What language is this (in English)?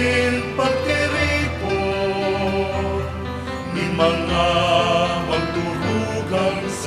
Bikol